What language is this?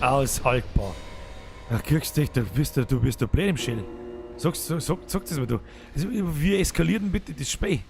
Bavarian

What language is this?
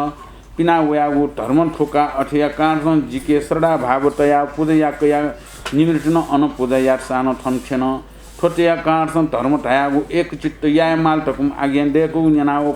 Newari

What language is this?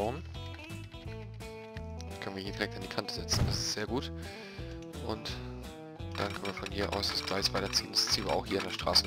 German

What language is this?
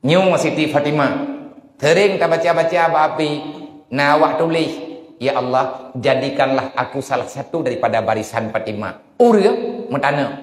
Achinese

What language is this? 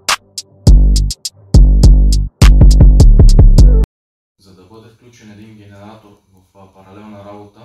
Bulgarian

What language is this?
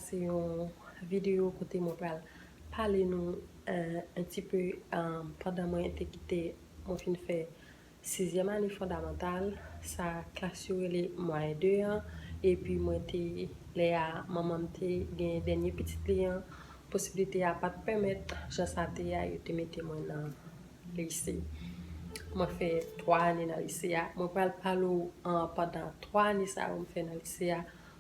Haitian Creole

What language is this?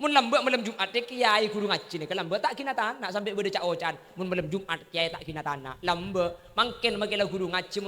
Madurese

